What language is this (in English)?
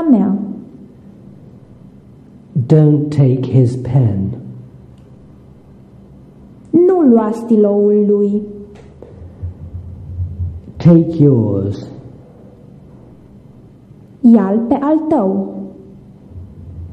Romanian